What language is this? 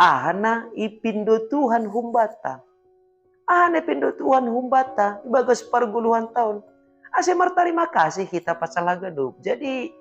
Batak Simalungun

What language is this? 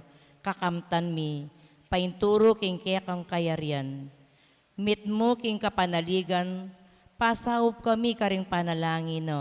Pampanga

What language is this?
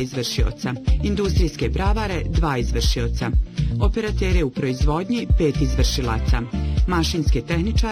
Bosnian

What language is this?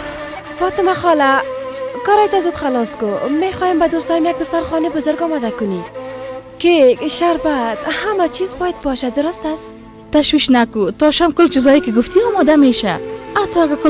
Persian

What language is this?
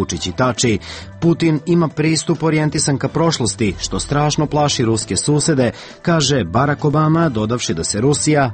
Serbian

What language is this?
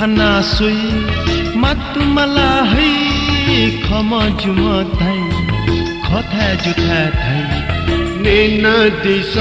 Newari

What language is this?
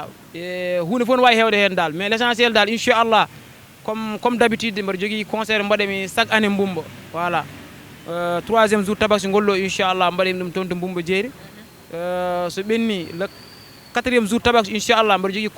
Fula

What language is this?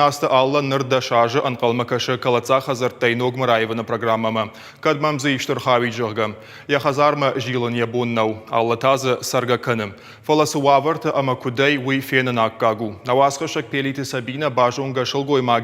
Ossetic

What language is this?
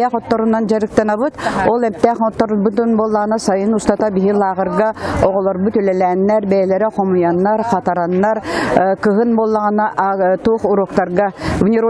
Yakut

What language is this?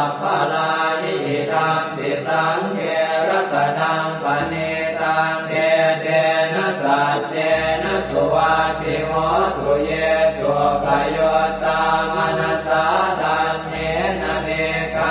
Pali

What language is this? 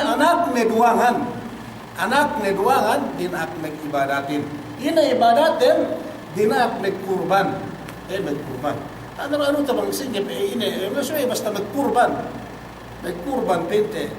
Yakan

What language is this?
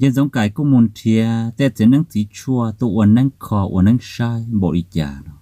Hmong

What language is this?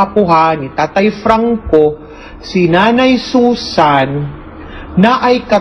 Cebuano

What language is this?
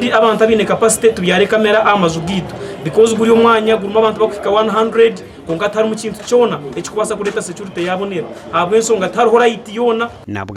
Nyankole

